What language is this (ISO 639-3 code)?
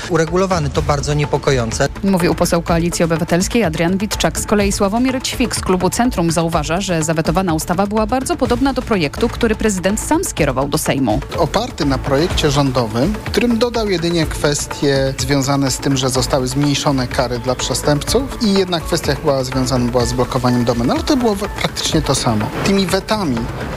pol